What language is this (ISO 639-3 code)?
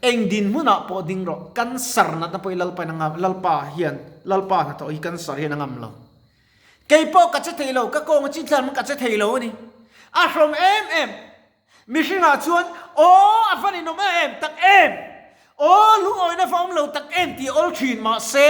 lus